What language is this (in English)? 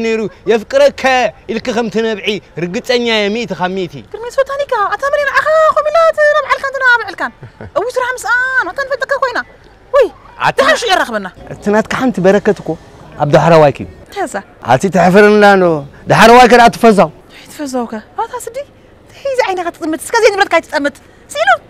Tigrinya